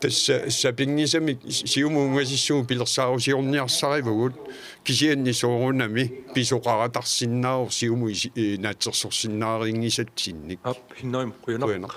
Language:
Kalaallisut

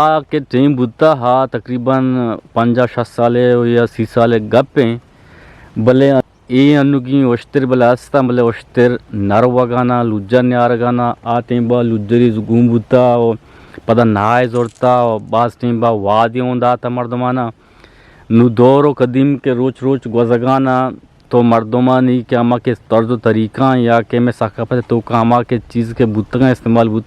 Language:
Eastern Balochi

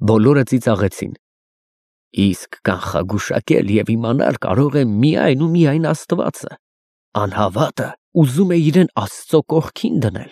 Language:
Armenian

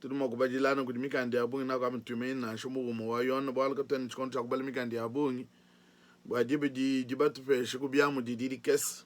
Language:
Luba-Lulua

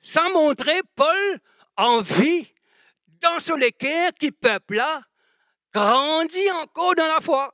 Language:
Morisyen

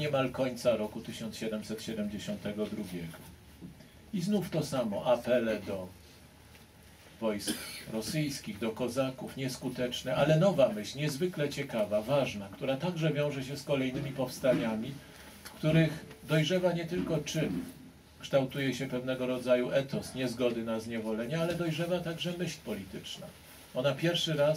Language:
Polish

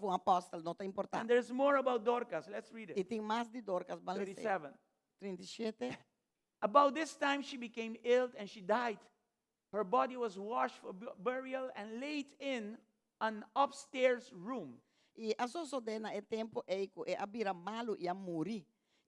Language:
Papiamento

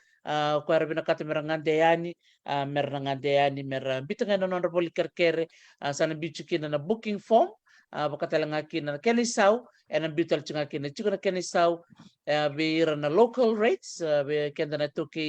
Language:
Fijian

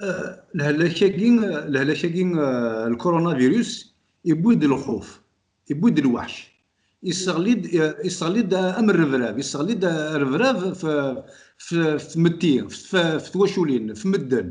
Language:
Kabyle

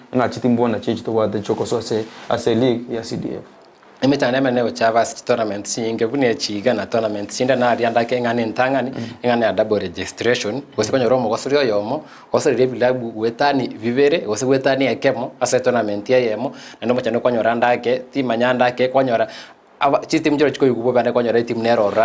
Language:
Gusii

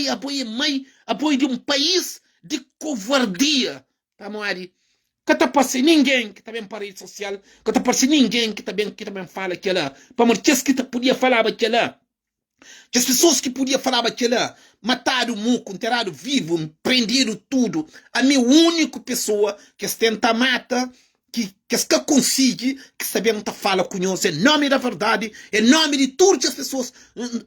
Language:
Kabuverdianu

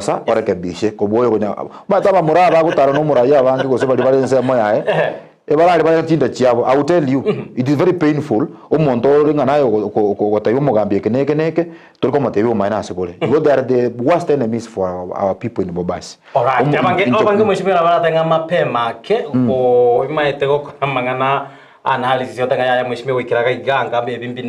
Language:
Gusii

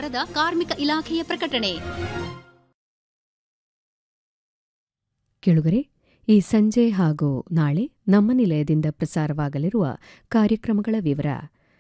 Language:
Kannada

